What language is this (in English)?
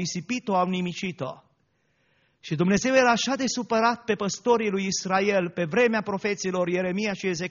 Romanian